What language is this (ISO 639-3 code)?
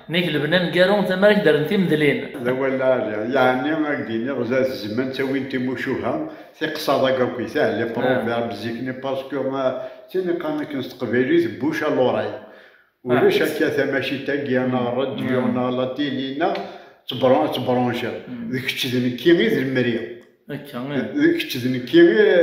kab